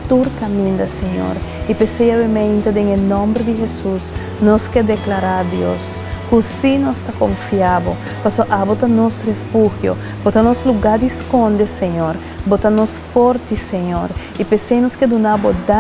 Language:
Papiamento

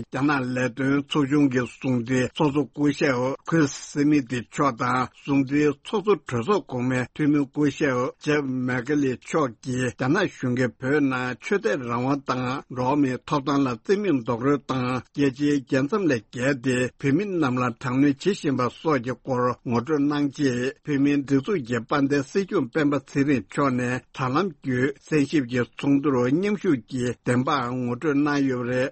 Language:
Tibetan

